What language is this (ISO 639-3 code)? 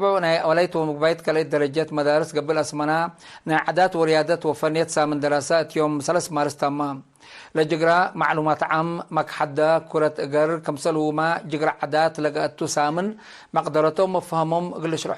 tig